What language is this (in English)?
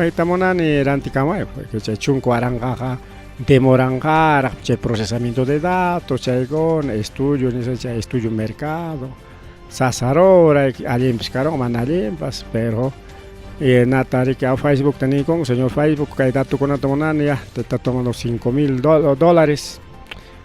Ayacucho Quechua